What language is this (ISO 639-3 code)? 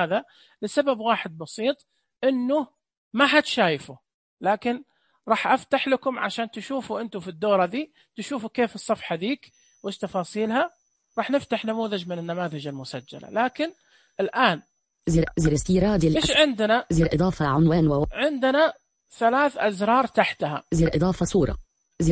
ars